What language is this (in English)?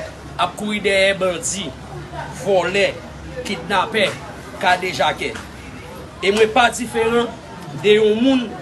Haitian Creole